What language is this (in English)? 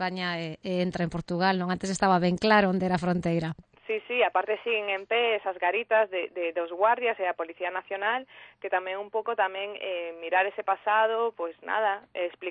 Galician